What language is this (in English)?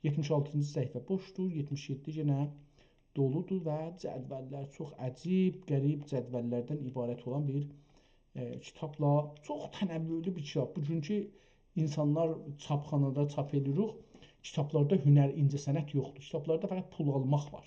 South Azerbaijani